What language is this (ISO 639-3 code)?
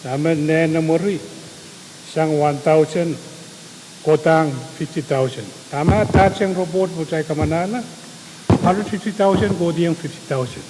pon